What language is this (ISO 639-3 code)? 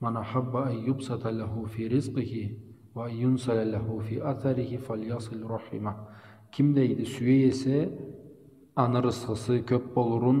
krc